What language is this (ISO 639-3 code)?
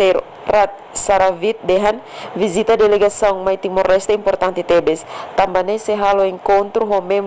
tet